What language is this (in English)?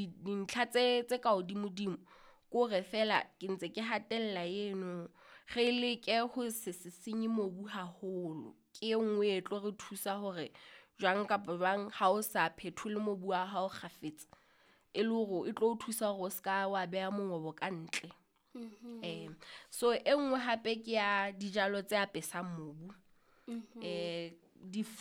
Southern Sotho